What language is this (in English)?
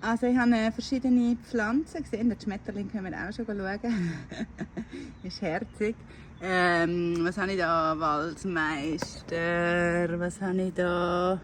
Swiss German